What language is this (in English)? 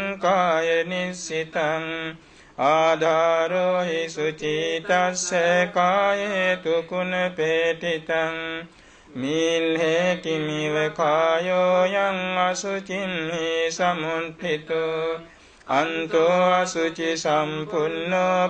Pali